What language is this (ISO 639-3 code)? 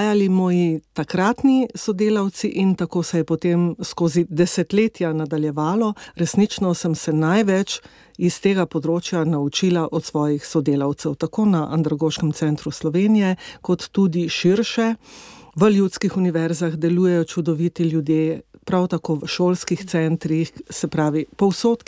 slv